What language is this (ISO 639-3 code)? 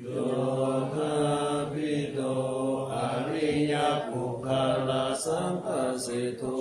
pli